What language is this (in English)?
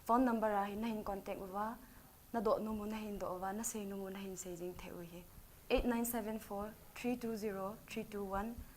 Thado Chin